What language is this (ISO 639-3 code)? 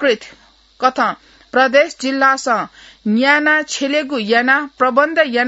new